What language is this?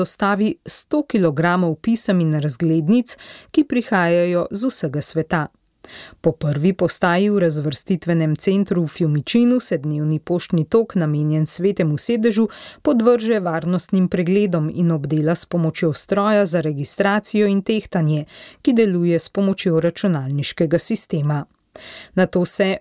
Slovenian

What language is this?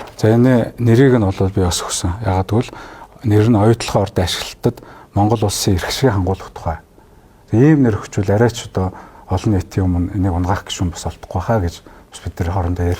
Mongolian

